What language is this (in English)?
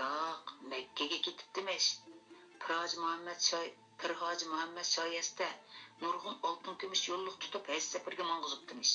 Uyghur